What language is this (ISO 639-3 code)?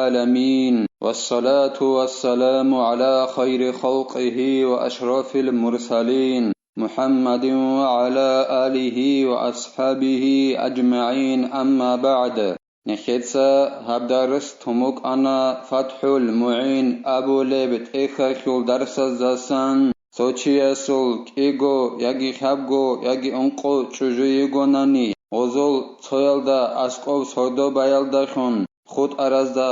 ava